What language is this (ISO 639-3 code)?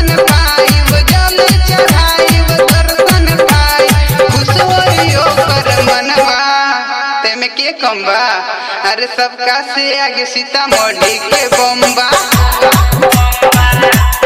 bho